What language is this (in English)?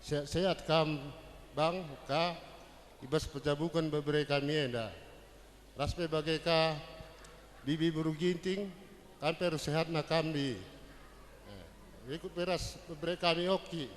Batak Karo